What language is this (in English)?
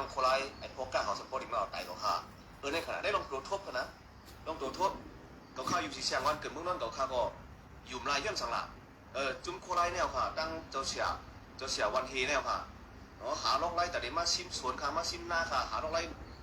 Shan